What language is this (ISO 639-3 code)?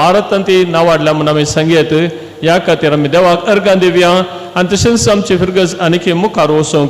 kok